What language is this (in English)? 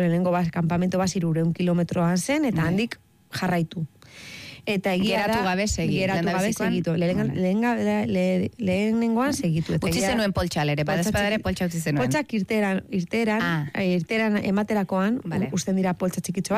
Basque